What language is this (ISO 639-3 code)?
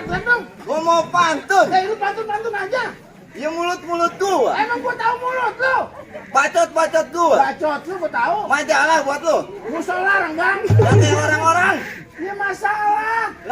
bew